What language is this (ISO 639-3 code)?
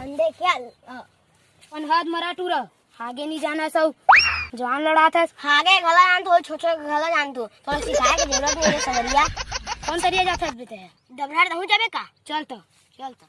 hne